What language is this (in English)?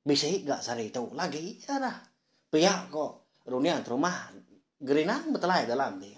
Iban